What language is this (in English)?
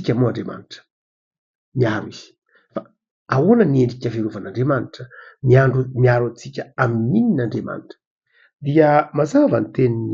Malagasy